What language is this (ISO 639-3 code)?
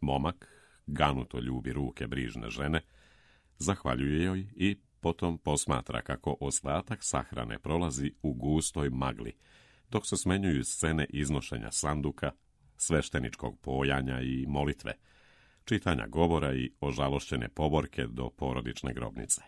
srp